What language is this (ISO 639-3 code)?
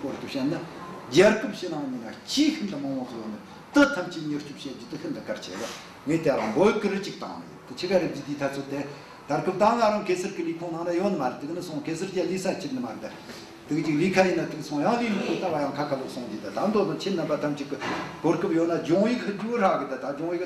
adx